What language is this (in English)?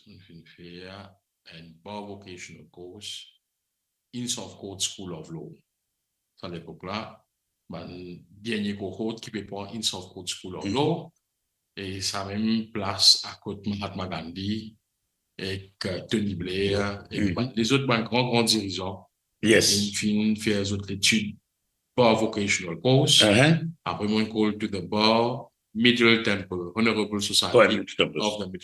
Morisyen